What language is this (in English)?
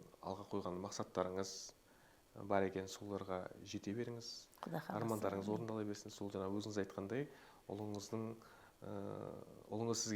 Kazakh